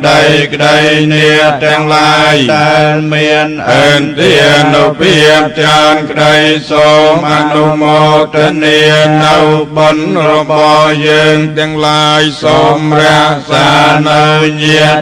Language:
Khmer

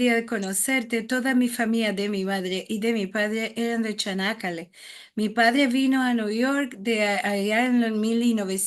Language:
Ladino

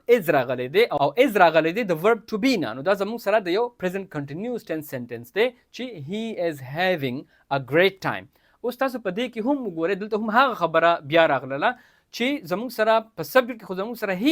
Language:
Pashto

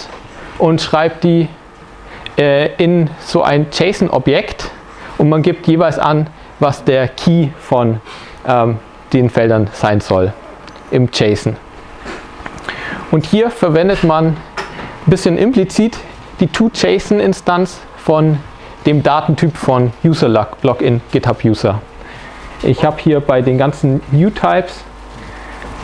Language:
German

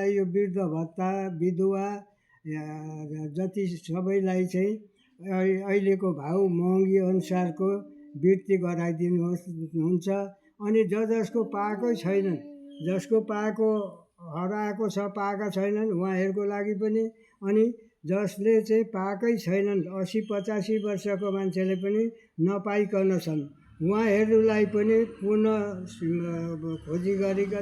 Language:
Nepali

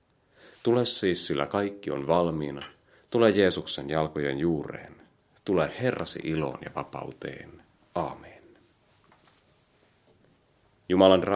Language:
Finnish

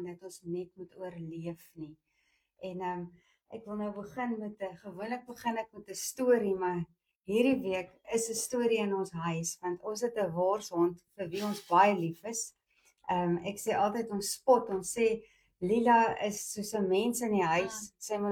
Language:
Afrikaans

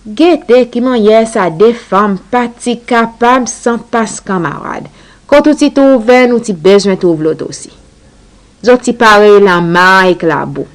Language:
Seselwa Creole French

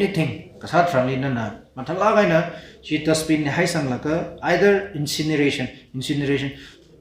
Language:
Tangkhul Naga (India)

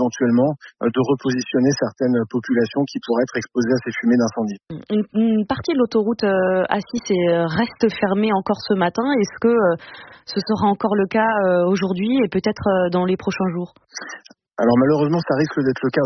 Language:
French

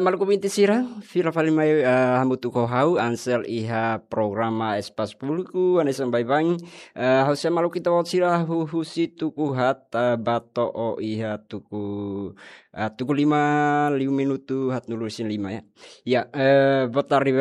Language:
Tetum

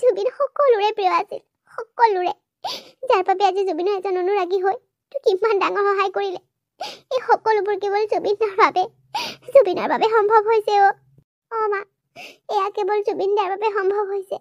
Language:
Assamese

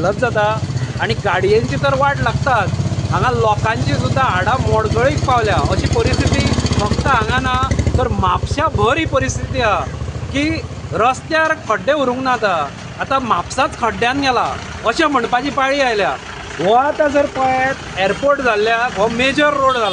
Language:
Konkani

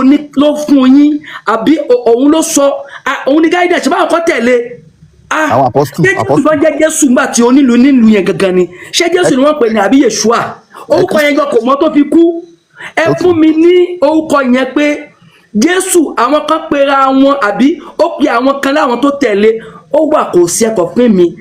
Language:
Yoruba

